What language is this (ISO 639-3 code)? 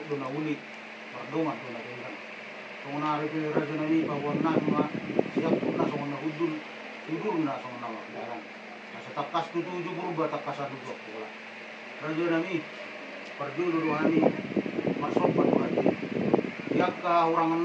bbc